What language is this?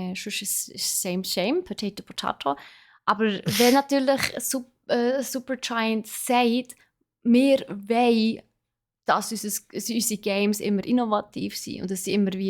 Swiss German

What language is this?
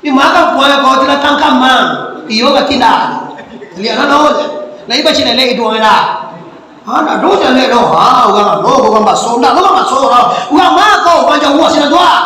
Minangkabau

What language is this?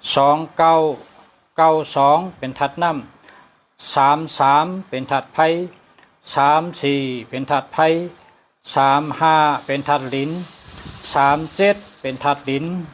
Shan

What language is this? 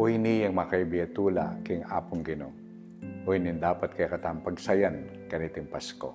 Pampanga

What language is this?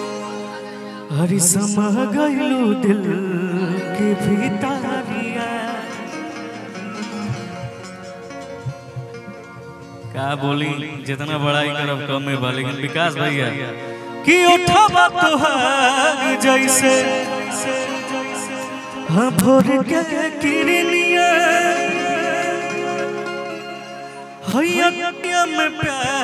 Bhojpuri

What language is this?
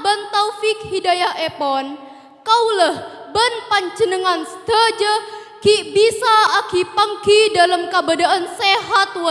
Madurese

